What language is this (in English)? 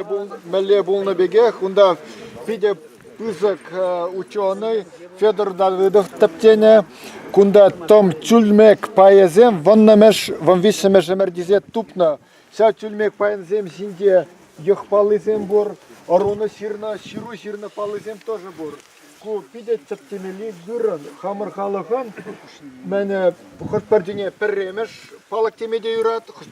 Chuvash